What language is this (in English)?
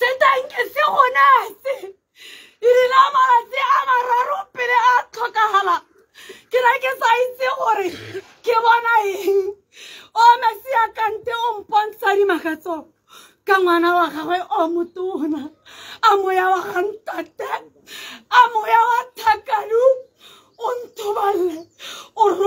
Tswana